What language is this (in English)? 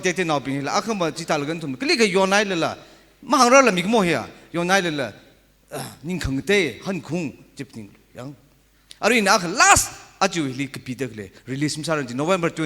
Tangkhul Naga (India)